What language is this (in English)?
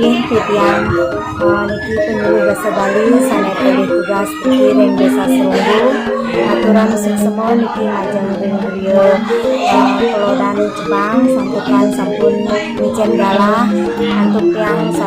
Balinese